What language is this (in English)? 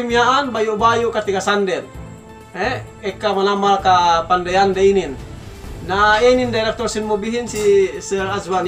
Yakan